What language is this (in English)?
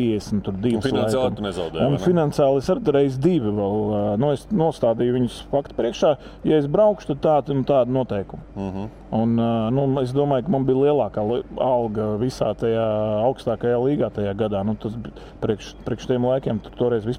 Latvian